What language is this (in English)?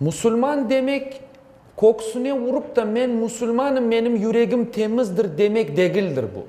Crimean Tatar